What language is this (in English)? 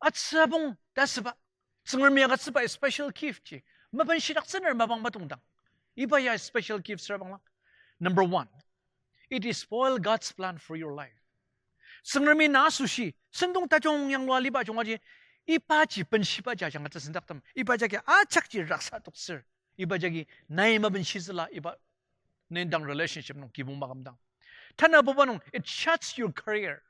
Ao Naga